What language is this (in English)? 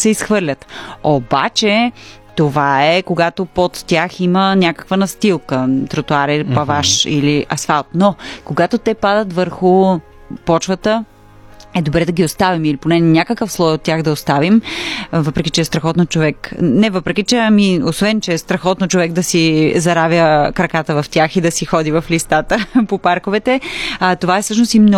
Bulgarian